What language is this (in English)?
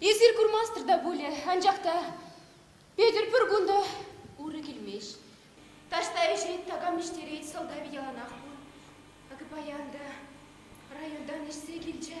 Chuvash